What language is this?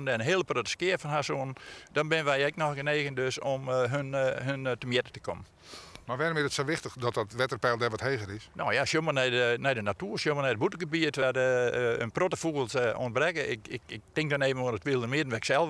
Western Frisian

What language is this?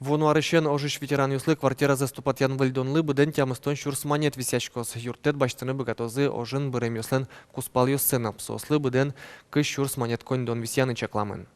Udmurt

